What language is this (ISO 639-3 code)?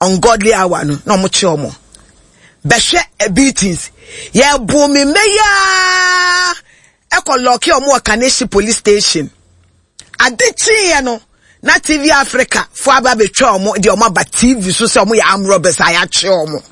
aka